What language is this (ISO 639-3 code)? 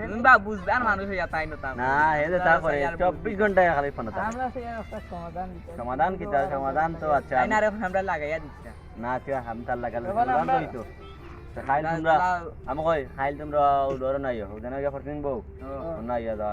syl